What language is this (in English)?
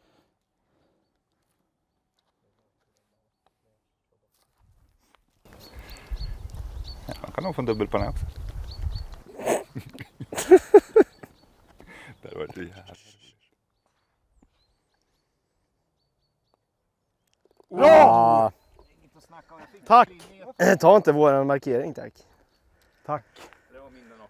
Swedish